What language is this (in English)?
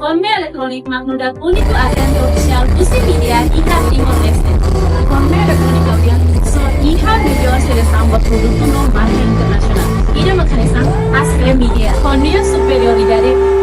Tetum